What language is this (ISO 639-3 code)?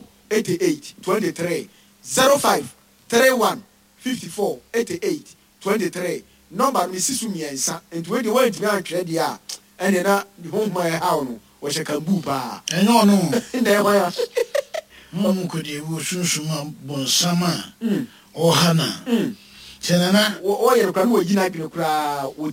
aka